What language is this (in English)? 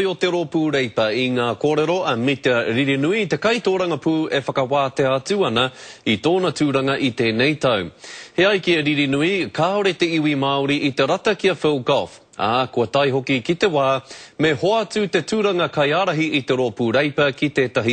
Māori